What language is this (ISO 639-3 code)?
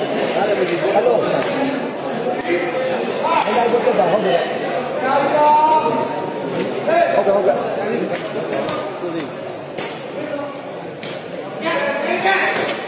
mya